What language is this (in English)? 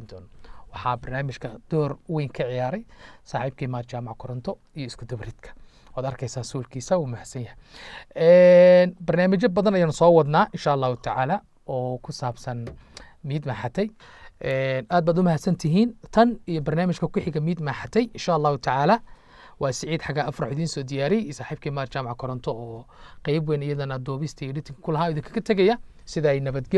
Somali